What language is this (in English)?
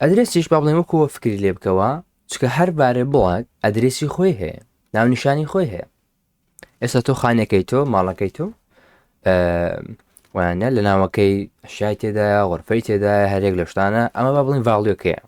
Central Kurdish